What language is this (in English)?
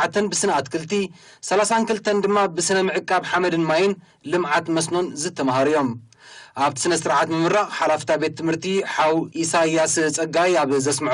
Tigrinya